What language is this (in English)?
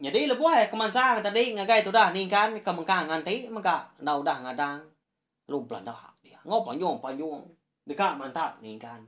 Iban